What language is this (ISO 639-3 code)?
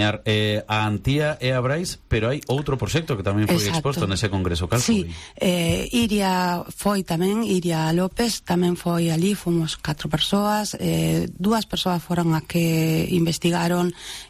glg